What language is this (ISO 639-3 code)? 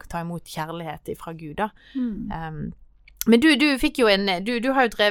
nor